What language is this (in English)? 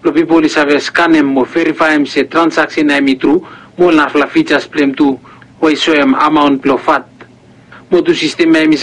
Bislama